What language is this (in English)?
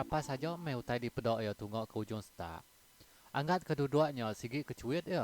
Iban